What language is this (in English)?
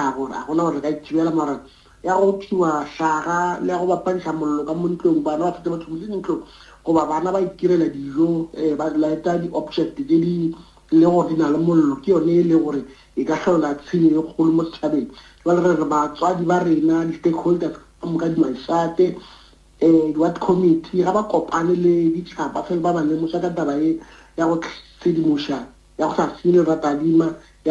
Northern Sotho